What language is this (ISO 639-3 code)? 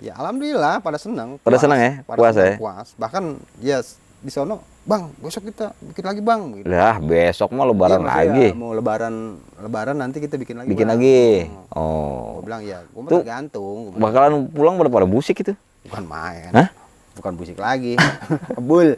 bew